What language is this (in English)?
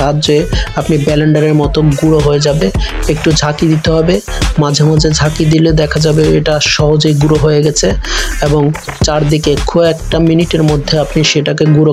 Bangla